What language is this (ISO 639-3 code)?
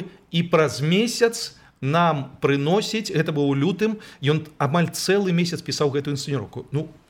bel